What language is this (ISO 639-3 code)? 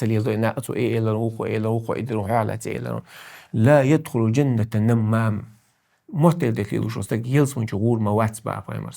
che